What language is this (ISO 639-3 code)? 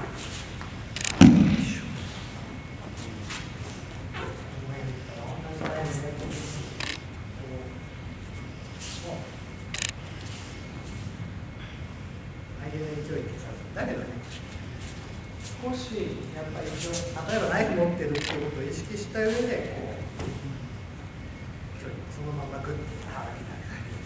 jpn